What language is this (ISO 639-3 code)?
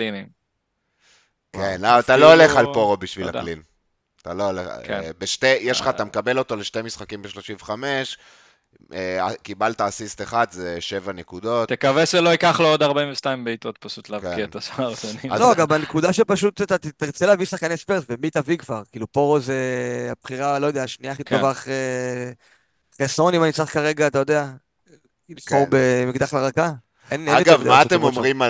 heb